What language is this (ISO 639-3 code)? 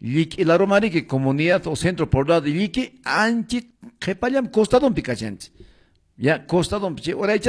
que